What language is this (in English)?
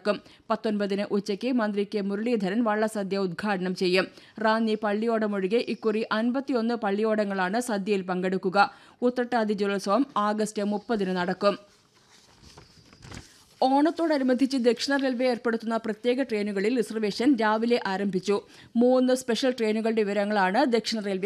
Malayalam